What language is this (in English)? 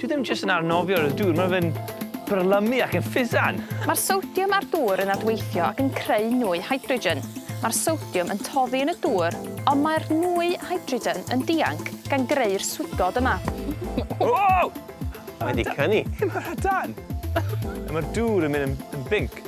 Welsh